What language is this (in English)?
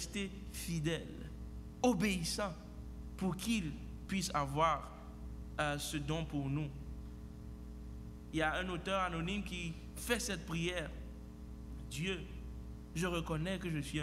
French